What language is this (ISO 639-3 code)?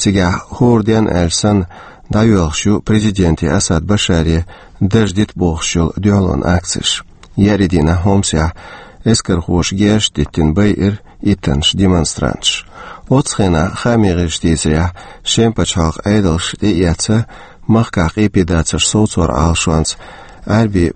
che